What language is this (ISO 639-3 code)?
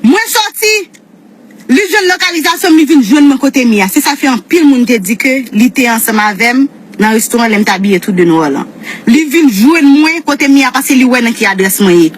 hat